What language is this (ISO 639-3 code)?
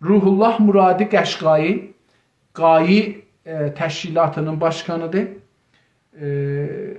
azb